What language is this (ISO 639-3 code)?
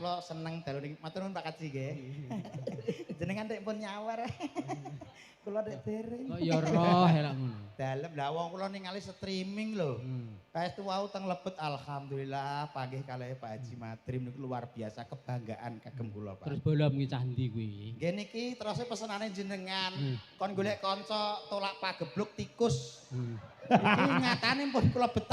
jav